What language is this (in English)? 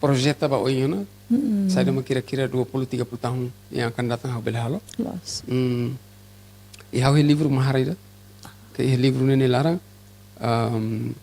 Tetum